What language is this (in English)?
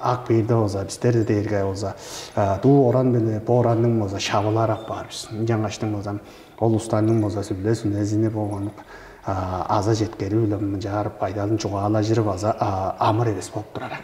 Tuvinian